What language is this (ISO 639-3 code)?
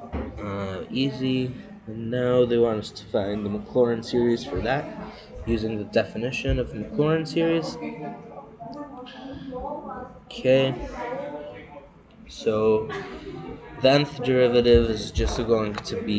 eng